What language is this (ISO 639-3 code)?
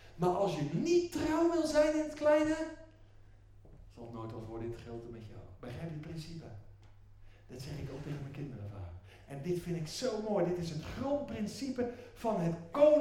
nld